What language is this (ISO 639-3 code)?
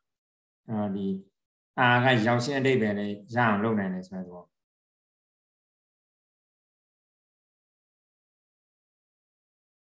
mya